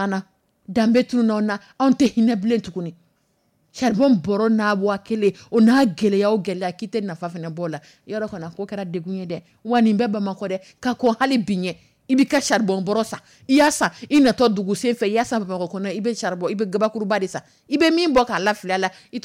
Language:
Dyula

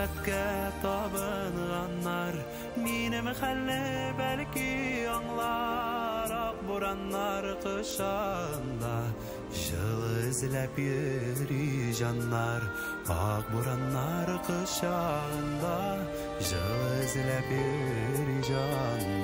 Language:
Tatar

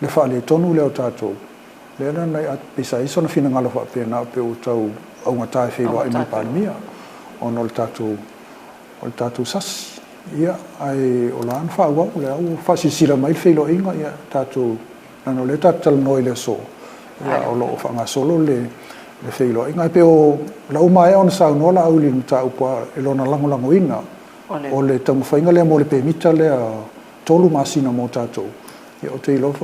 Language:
Samoan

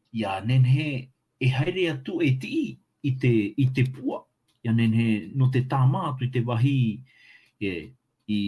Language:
Tahitian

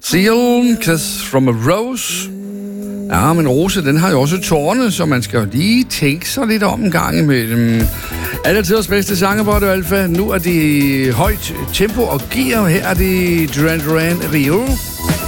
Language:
Danish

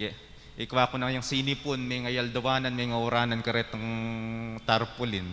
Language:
Pampanga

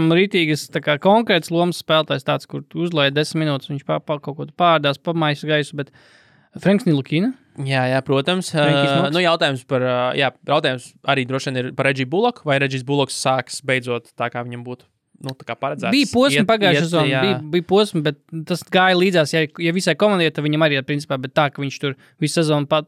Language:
Latvian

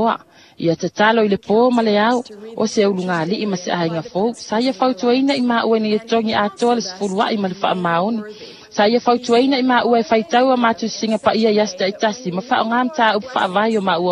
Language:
Samoan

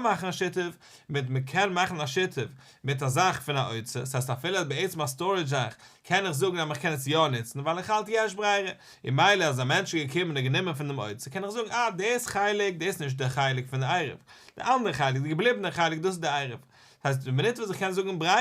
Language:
Yiddish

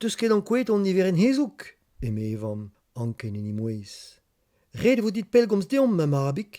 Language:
Breton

